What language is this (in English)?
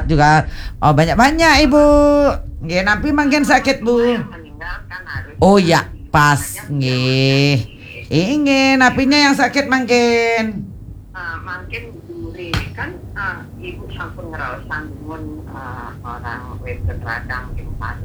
Balinese